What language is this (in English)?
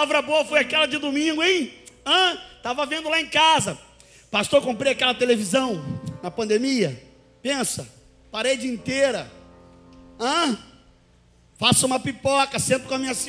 Portuguese